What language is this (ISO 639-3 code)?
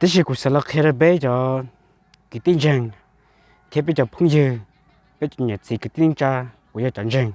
hmn